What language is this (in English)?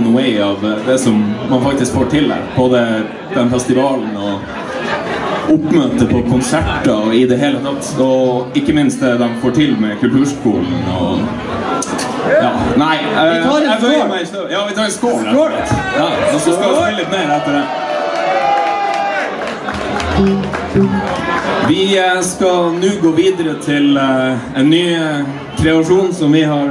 Norwegian